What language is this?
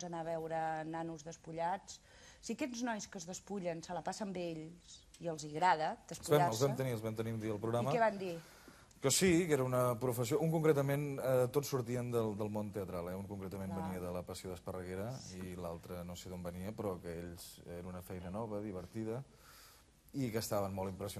Catalan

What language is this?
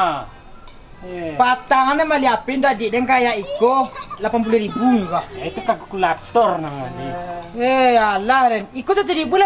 Minangkabau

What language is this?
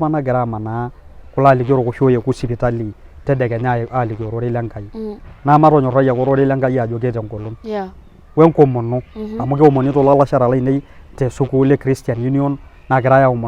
Masai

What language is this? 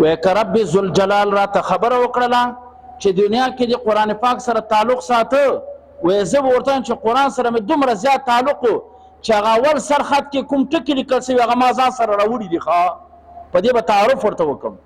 Pashto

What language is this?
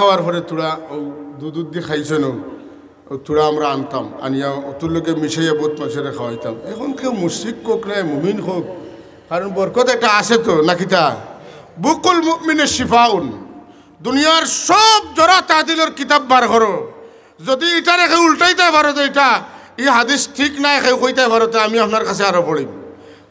Sylheti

